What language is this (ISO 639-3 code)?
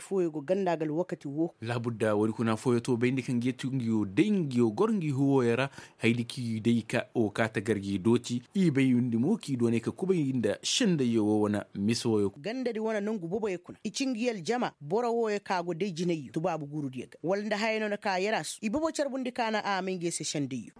ses